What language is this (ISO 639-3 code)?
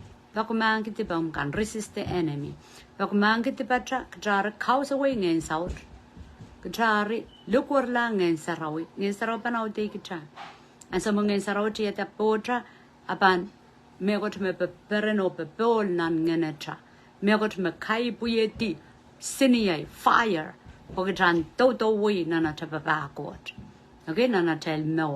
pon